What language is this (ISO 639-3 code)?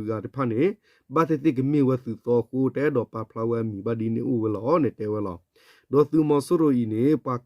ksw